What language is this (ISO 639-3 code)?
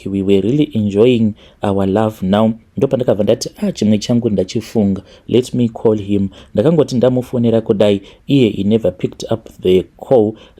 sna